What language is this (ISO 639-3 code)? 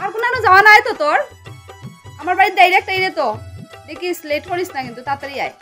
syl